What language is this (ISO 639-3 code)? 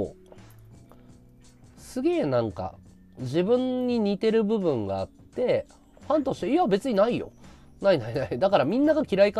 jpn